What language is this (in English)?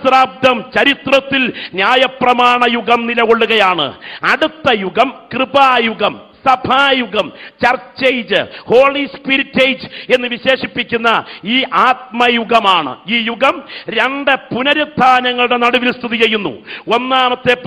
Malayalam